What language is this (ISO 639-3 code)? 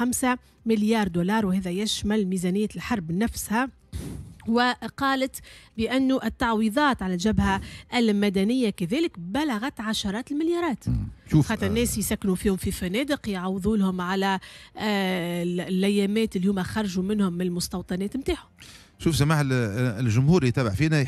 aeb